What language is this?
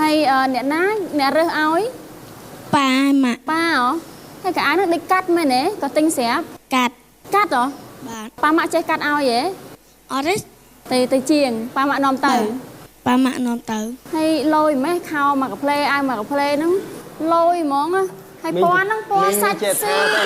Khmer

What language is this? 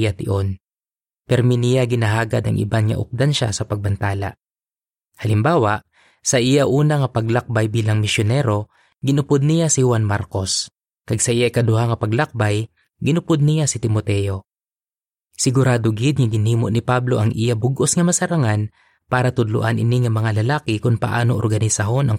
Hiligaynon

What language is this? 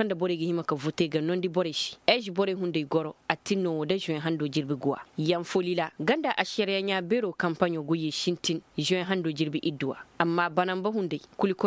Koyraboro Senni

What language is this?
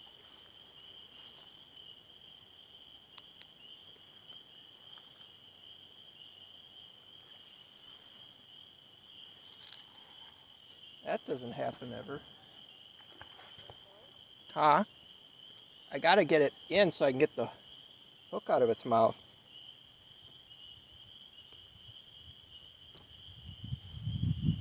English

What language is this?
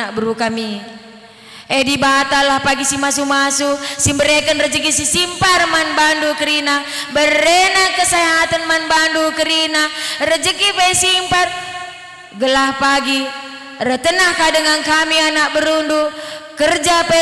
Batak Karo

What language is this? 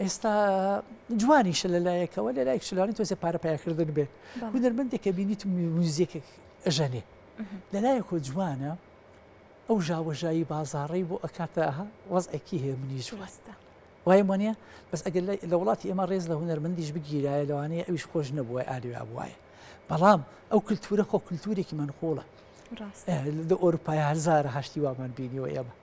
Central Kurdish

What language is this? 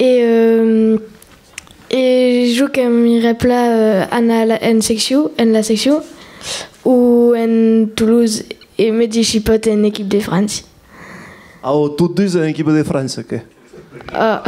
Occitan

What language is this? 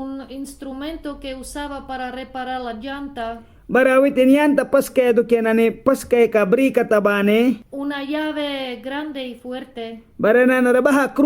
Mískito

